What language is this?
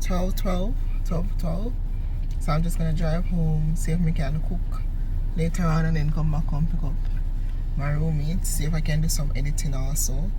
Jamaican Creole English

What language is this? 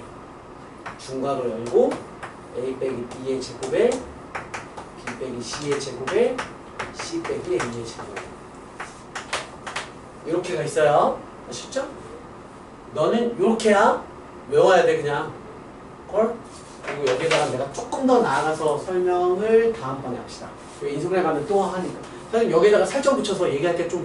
Korean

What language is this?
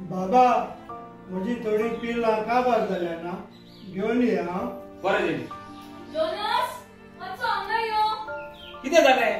Konkani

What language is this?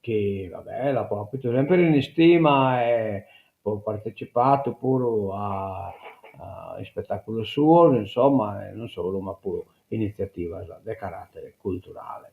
Sardinian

